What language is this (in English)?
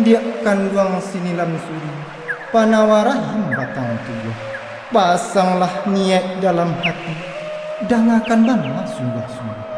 Minangkabau